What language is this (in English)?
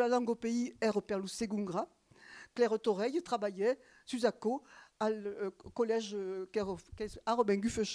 Occitan